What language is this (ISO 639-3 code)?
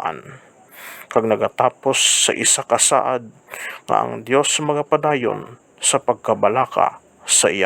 hil